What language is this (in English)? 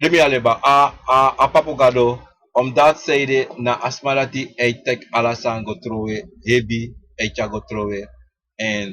Sranan Tongo